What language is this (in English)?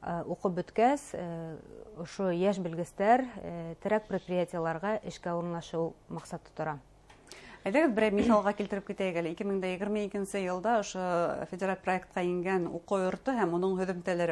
Bashkir